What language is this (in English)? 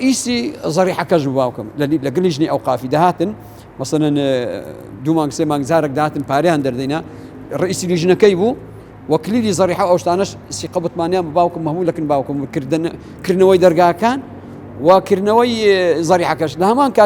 Central Kurdish